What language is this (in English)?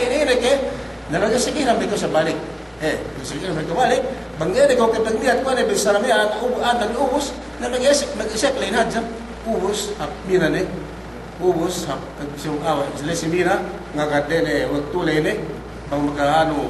Yakan